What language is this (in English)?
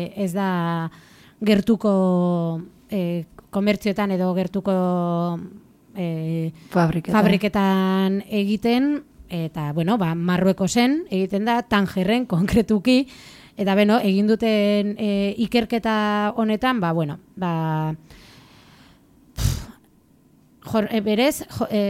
Basque